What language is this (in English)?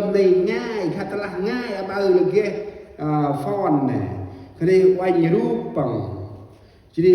Central Mnong